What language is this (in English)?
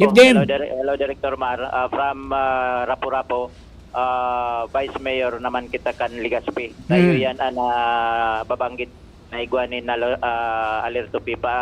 Bikol